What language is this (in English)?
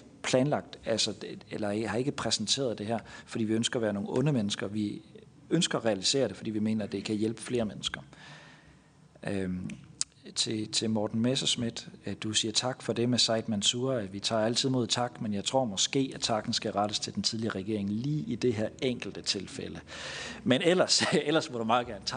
Danish